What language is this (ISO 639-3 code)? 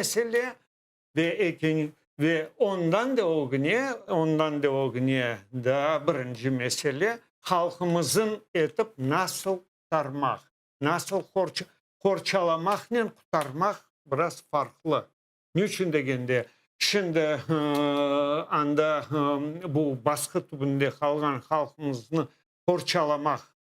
crh